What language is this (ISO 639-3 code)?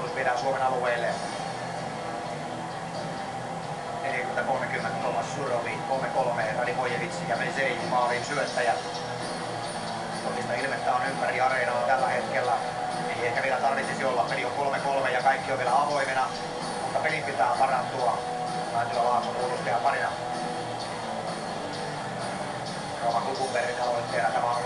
fin